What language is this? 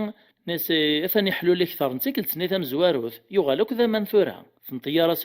Kabyle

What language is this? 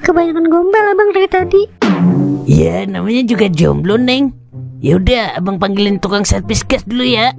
Betawi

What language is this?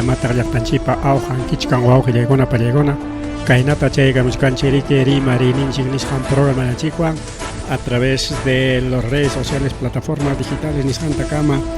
Ayacucho Quechua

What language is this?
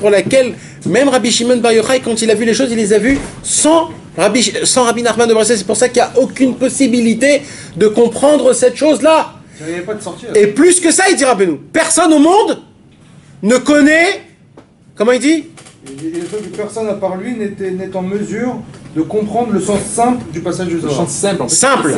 French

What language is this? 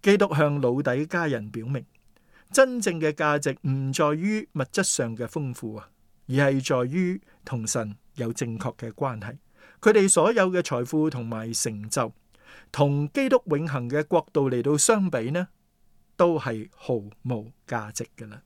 Cantonese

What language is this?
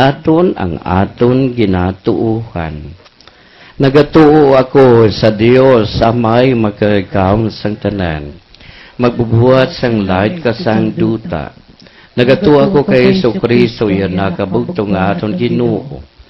Hiligaynon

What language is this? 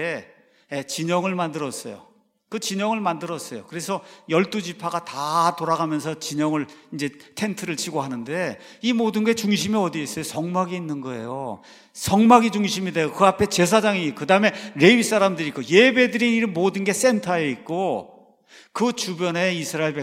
Korean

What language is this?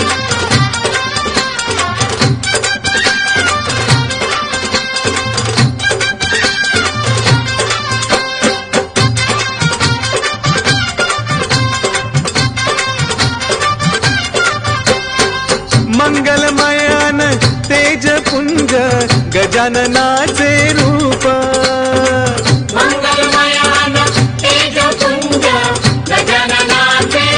Marathi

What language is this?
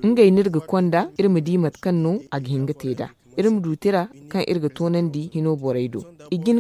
Zarma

